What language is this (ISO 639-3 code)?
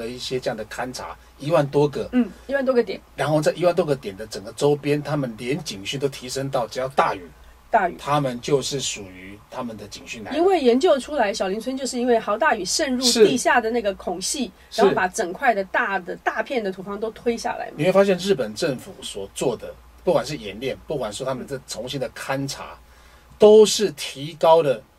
zho